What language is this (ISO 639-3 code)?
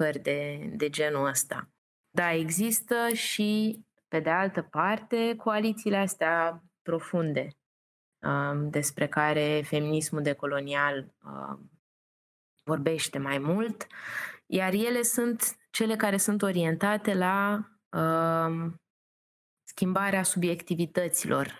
ron